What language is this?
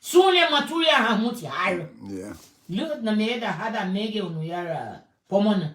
Garifuna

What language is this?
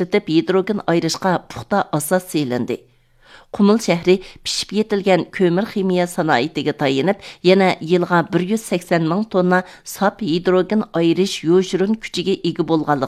Uyghur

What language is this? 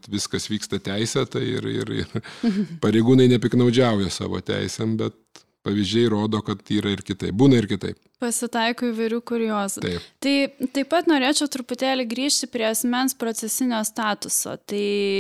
Lithuanian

